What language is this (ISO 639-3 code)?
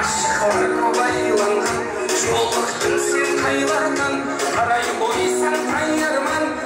kaa